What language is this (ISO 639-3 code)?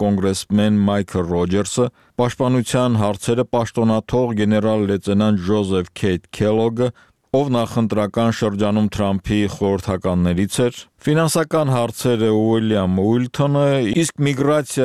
hye